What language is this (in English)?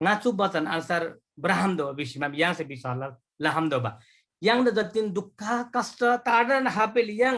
Eastern Tamang